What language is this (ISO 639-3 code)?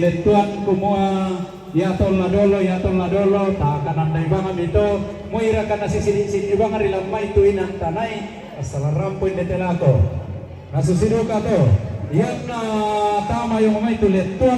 sda